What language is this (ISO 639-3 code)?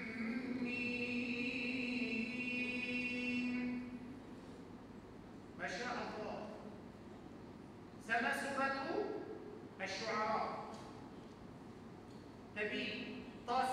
msa